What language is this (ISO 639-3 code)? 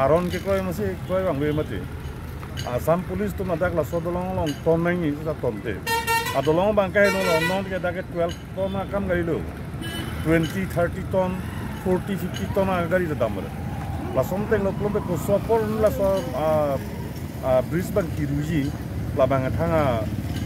mjw